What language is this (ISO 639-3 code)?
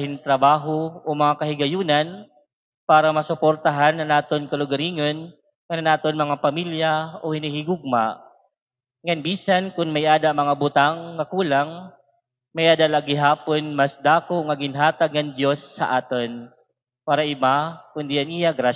war